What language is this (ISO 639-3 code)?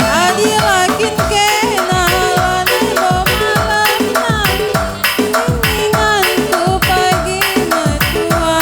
btx